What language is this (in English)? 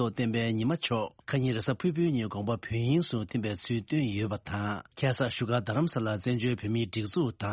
Tibetan